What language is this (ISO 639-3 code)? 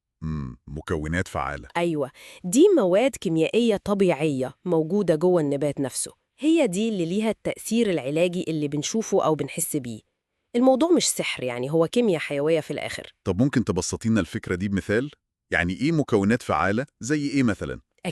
arz